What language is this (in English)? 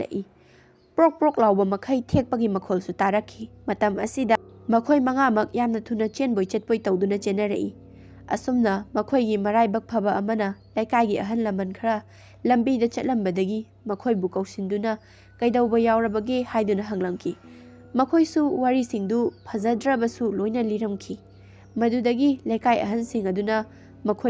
Manipuri